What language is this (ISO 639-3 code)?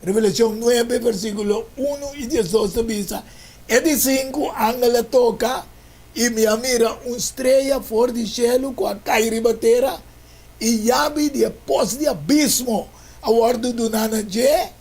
pap